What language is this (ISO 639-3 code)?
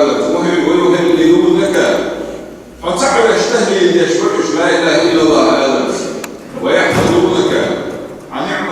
che